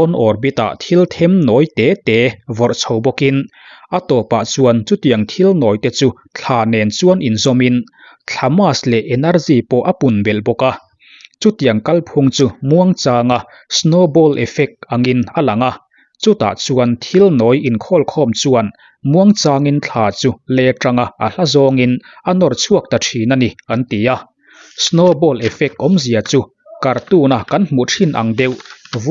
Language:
Mizo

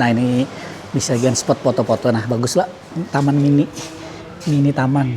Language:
Banjar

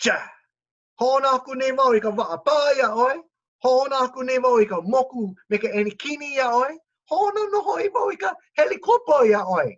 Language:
Hawaiian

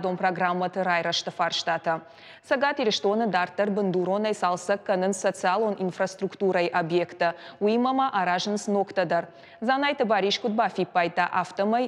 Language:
Ossetic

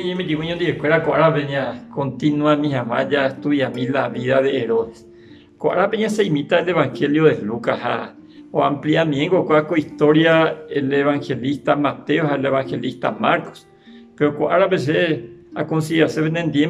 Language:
Guarani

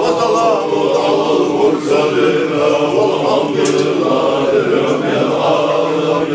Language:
Chechen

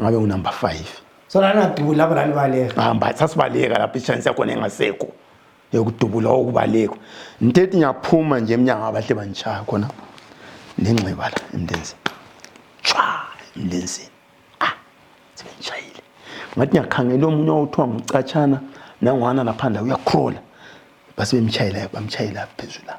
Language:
North Ndebele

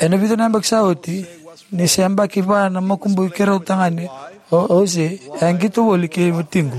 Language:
Fijian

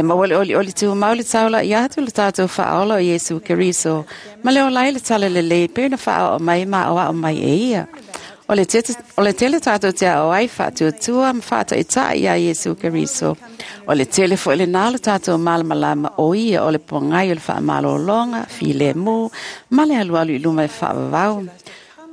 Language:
Samoan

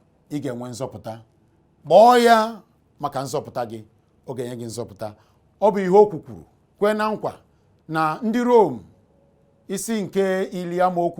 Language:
Igbo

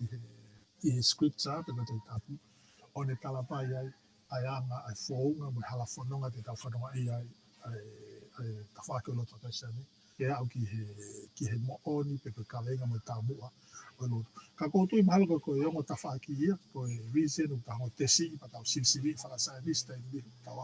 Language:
Tongan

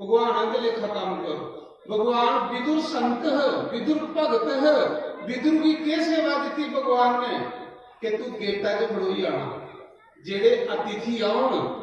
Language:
Dogri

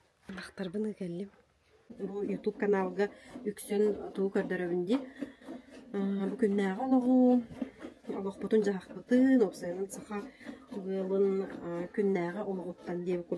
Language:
Yakut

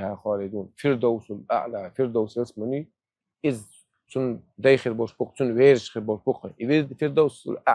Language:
Chechen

